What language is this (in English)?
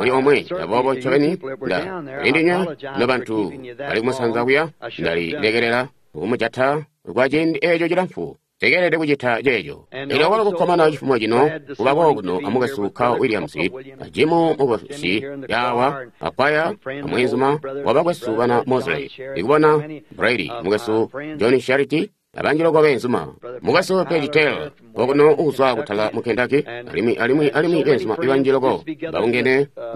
Tonga (Zambia)